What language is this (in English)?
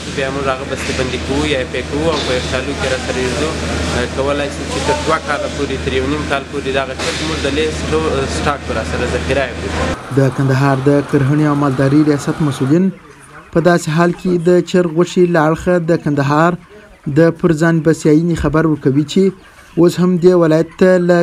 Pashto